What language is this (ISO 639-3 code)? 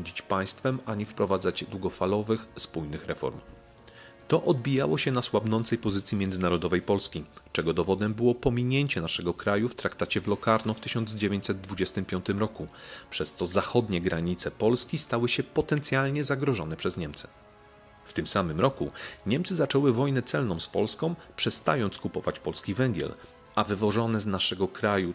pol